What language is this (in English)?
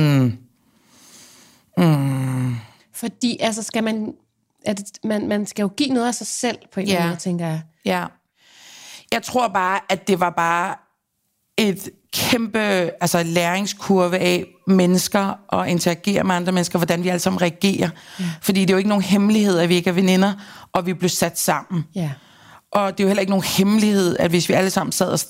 Danish